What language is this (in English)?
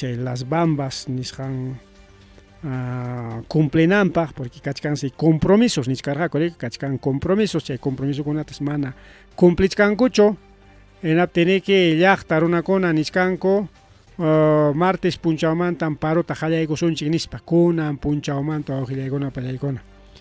Ayacucho Quechua